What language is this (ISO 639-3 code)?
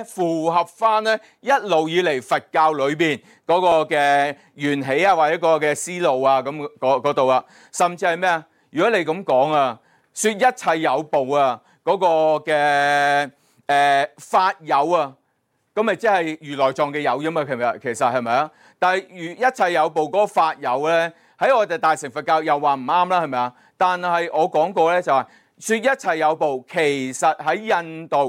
yue